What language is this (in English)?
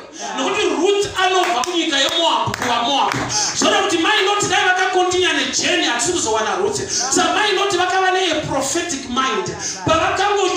Shona